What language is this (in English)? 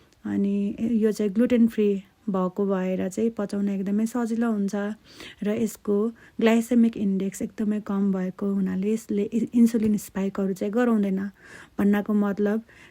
Nepali